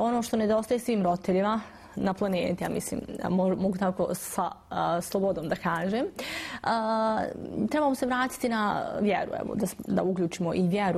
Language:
Bosnian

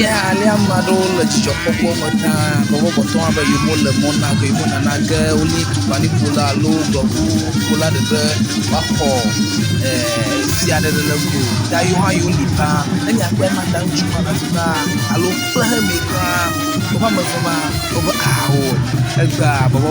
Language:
Ewe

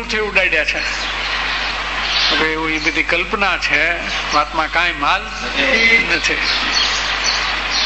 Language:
Gujarati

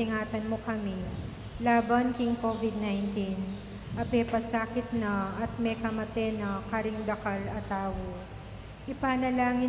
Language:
Pampanga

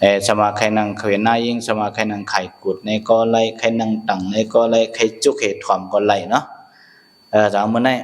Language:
Shan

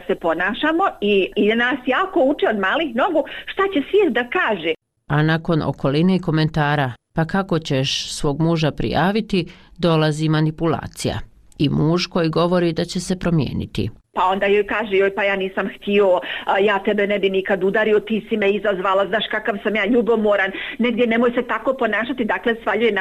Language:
Bosnian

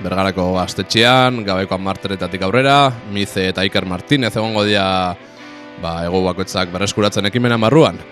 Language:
Basque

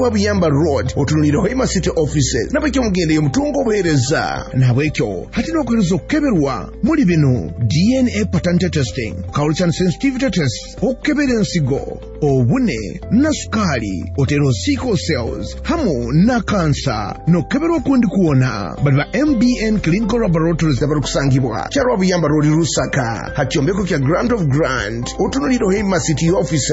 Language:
Nyoro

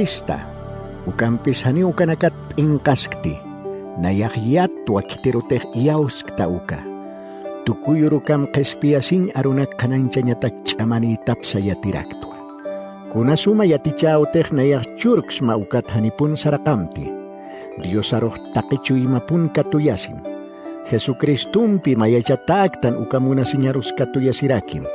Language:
Aymara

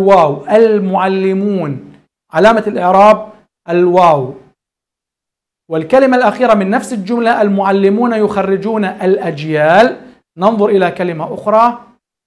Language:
Arabic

